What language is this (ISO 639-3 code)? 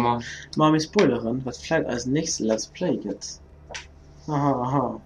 ltz